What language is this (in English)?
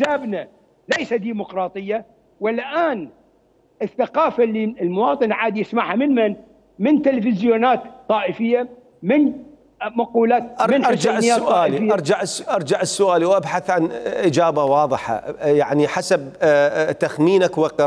Mesopotamian Arabic